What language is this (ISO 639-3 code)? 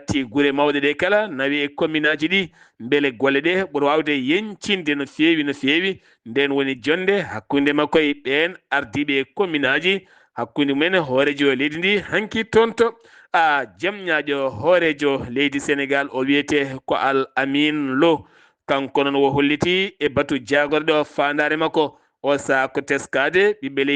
ful